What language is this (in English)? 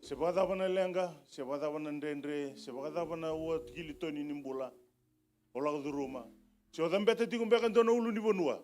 Fijian